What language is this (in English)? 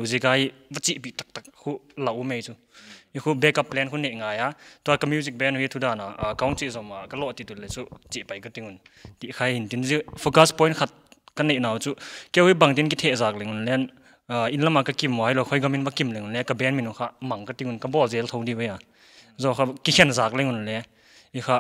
Paite Chin